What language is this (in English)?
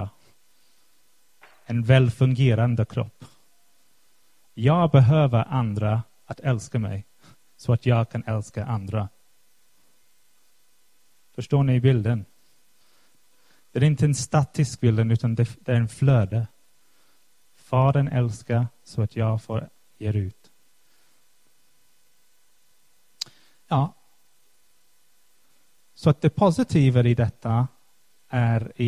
Swedish